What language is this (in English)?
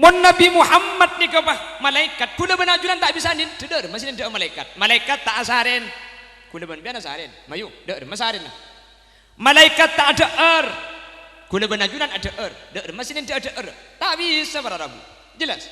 Madurese